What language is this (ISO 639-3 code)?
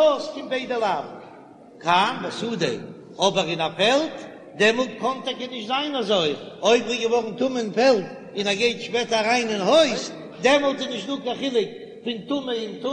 yid